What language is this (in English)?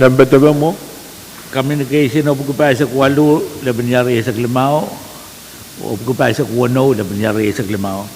Pohnpeian